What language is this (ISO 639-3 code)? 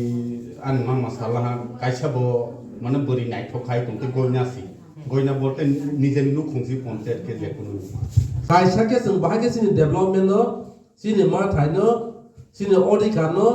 ria